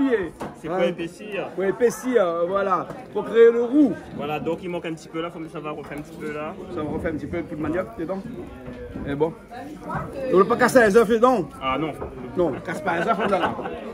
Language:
Réunion Creole French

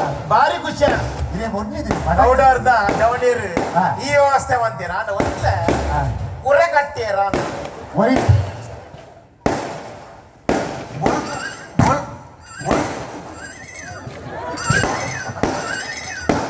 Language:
Tulu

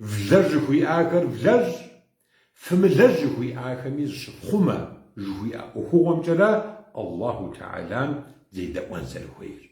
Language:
Kabardian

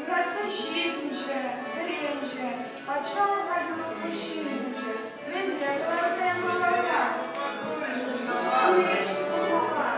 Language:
Chuvash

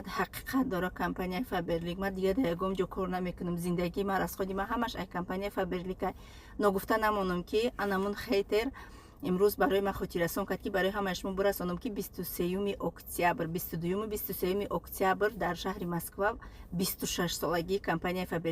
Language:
Tajik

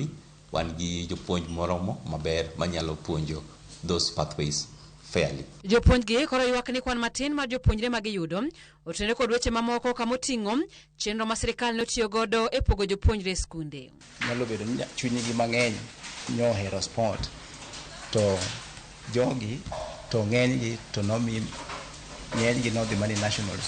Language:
Luo (Kenya and Tanzania)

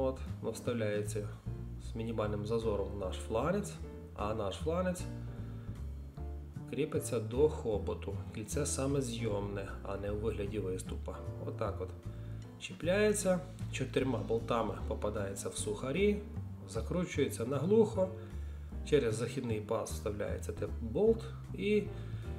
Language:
Ukrainian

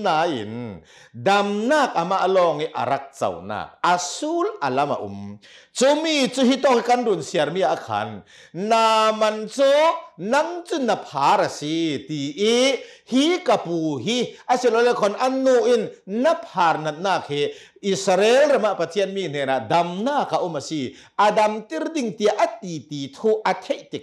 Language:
Hakha Chin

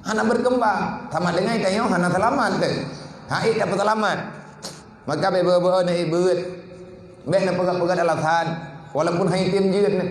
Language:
Achinese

